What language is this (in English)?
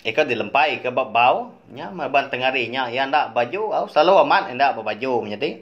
Iban